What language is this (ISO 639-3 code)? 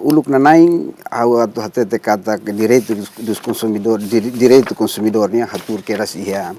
tet